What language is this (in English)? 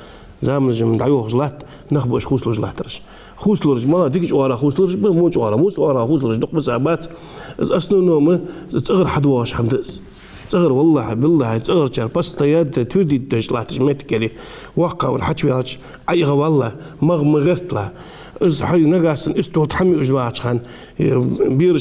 Ingush